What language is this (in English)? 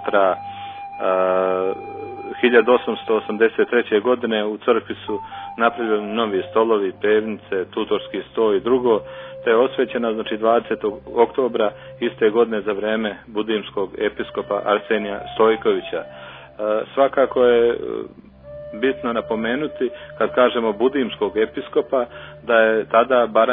Serbian